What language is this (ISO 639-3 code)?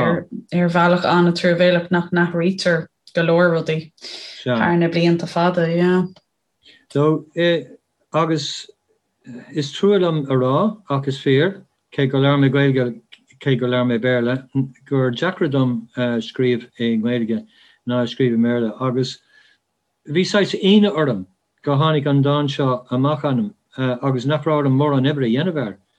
gle